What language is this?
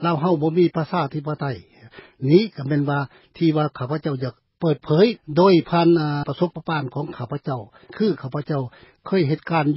Lao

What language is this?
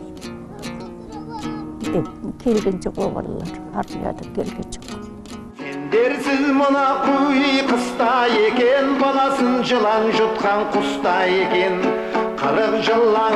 Kazakh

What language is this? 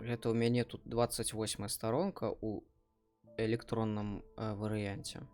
Belarusian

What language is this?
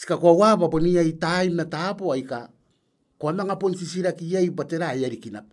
Gilbertese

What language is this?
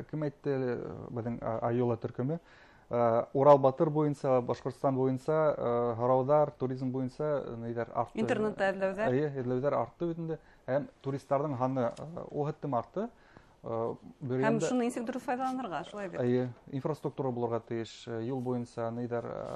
Bashkir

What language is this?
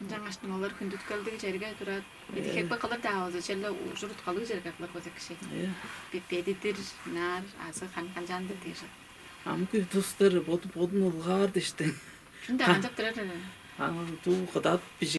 Tuvinian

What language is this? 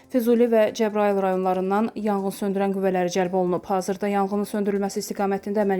Azerbaijani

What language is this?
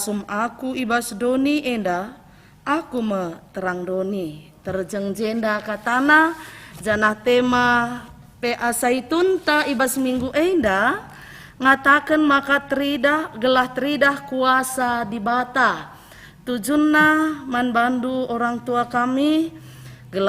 Batak Karo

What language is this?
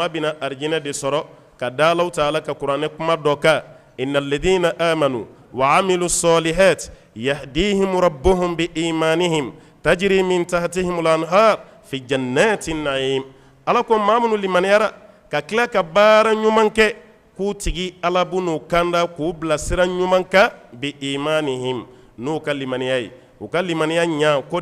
Bambara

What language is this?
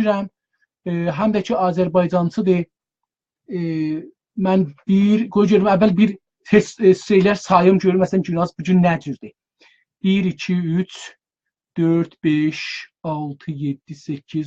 South Azerbaijani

